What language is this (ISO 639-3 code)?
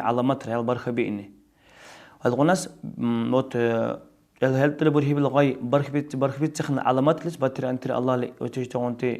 dar